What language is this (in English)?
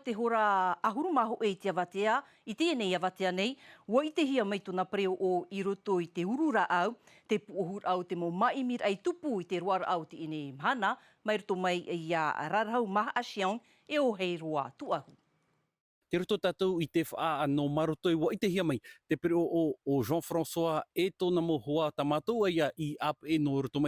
Tahitian